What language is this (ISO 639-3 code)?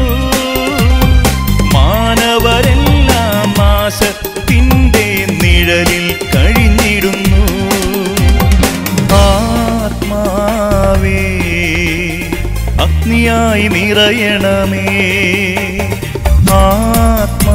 mal